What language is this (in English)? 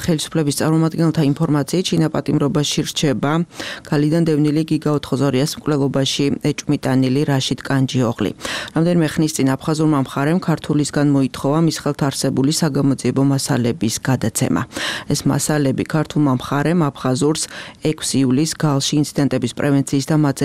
Georgian